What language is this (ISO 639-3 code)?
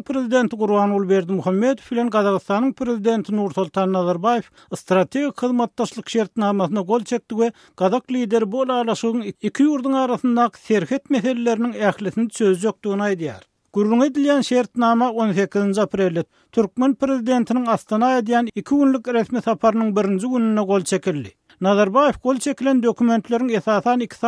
tuk